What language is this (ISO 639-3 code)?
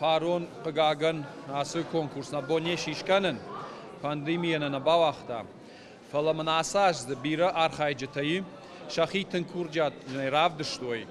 oss